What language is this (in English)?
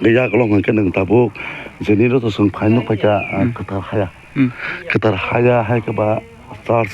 Kok Borok